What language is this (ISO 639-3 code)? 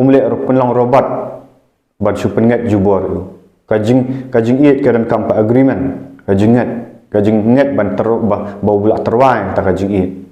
kha